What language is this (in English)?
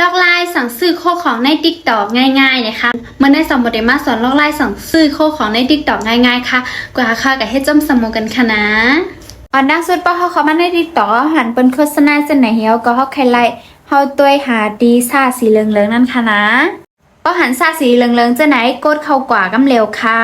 Shan